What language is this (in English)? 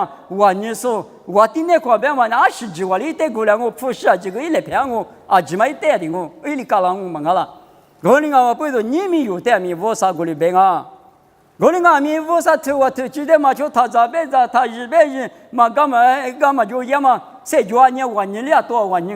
Lisu